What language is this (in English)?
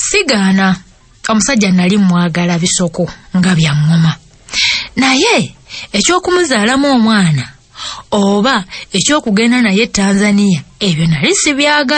Ganda